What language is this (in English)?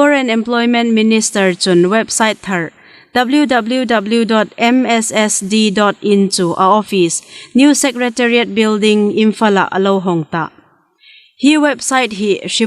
Hmar